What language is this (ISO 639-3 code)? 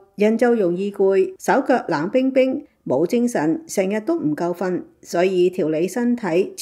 yue